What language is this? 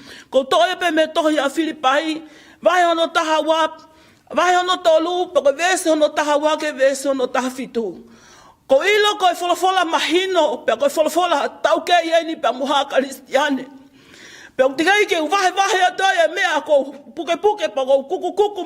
Tongan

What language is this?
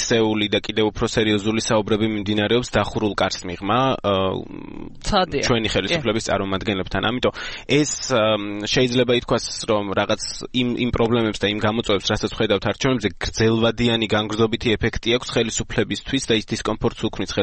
Georgian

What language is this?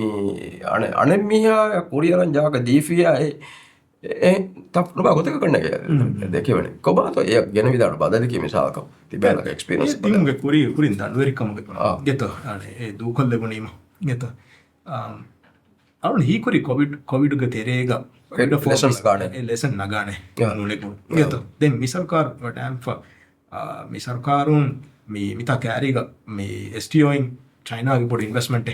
Divehi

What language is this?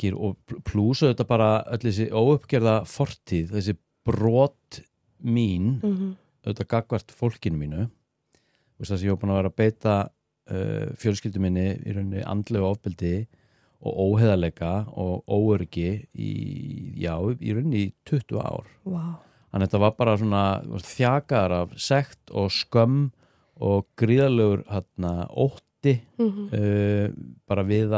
Icelandic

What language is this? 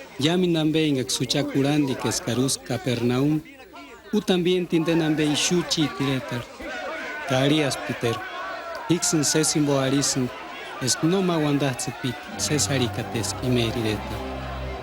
Purepecha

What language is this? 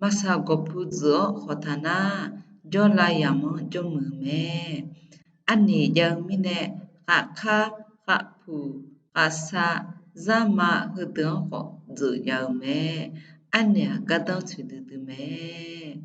Akha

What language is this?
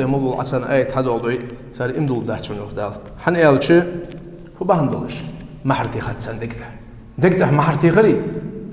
Ingush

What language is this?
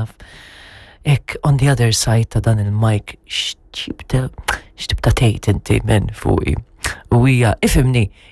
Maltese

